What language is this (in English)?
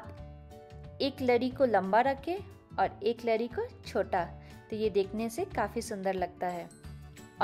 Hindi